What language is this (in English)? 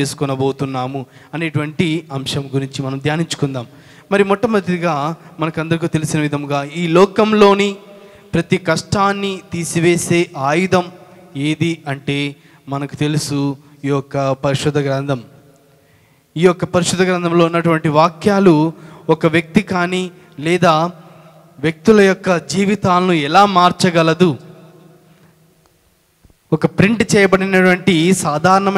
Telugu